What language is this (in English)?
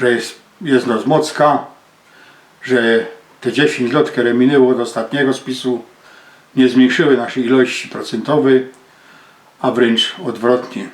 Silesian